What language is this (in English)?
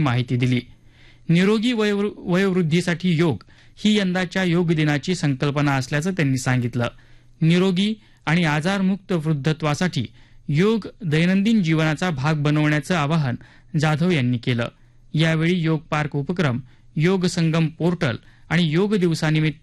Marathi